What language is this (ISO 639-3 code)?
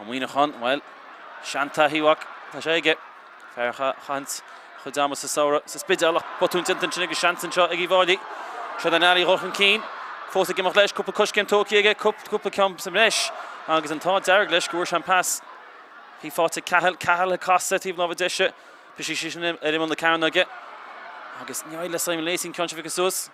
gle